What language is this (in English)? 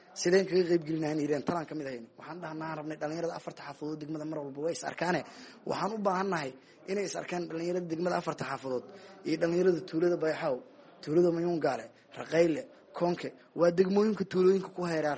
Somali